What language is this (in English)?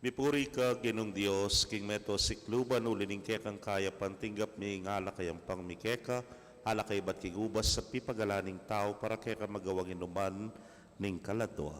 Pampanga